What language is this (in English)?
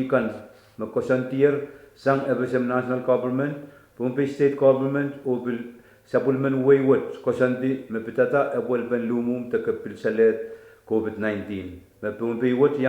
Pohnpeian